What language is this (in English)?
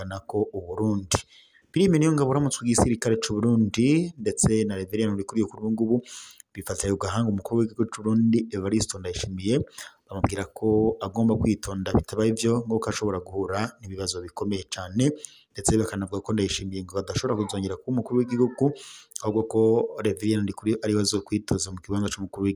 Rundi